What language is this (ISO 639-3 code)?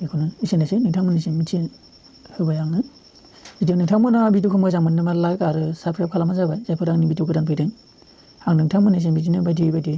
brx